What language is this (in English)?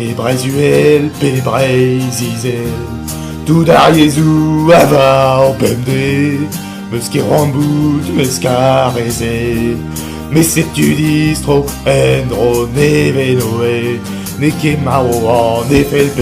Breton